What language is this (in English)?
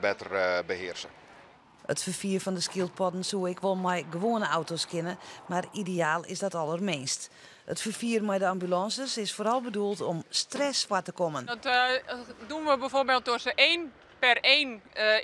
Western Frisian